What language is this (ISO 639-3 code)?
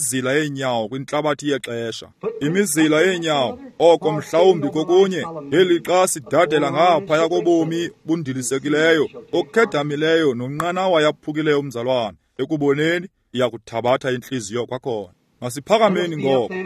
xho